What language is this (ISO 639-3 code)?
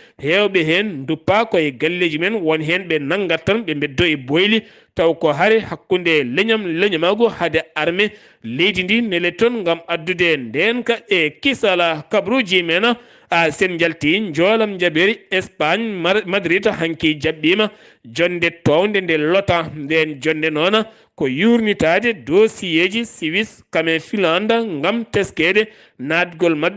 ful